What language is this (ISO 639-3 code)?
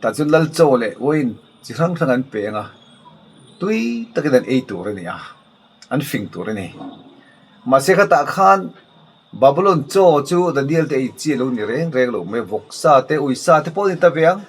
lus